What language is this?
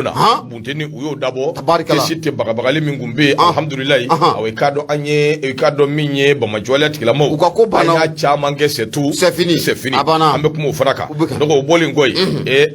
Bambara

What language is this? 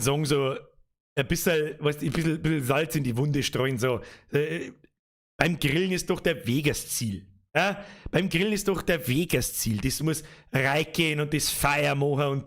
Bavarian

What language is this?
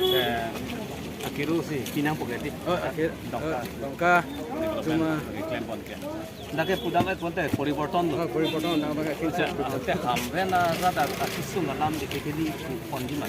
Karbi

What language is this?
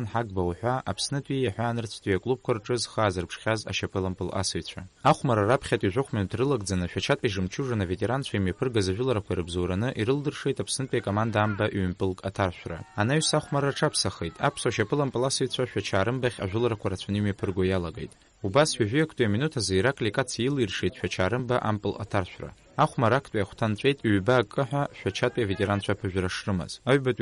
Abkhazian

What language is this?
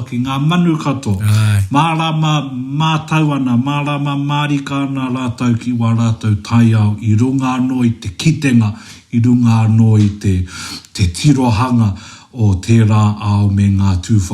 Māori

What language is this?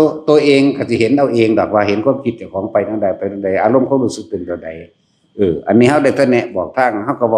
Northeastern Thai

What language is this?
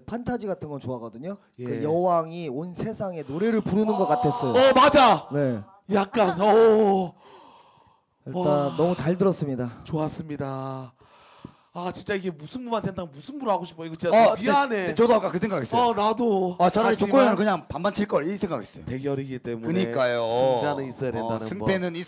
Korean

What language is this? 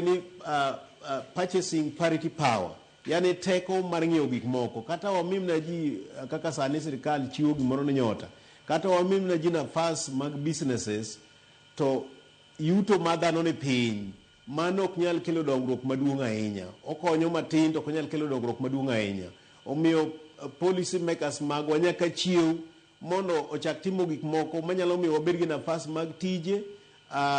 Luo (Kenya and Tanzania)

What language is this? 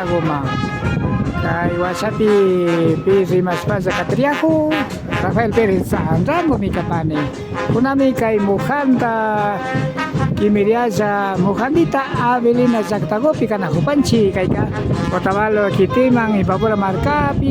Imbabura Highland Quichua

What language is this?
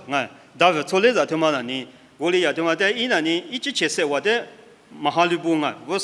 Lisu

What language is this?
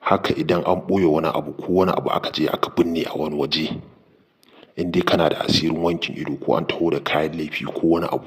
Hausa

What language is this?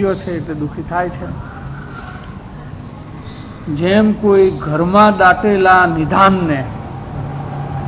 Gujarati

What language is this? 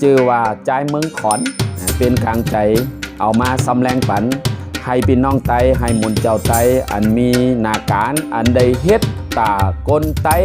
Shan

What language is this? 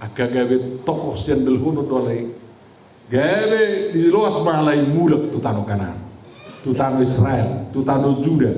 Batak Toba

